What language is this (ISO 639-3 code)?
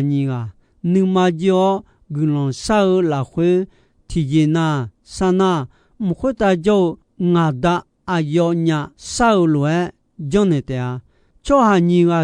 ahk